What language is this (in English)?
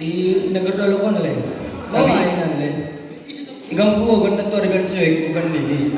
Batak Simalungun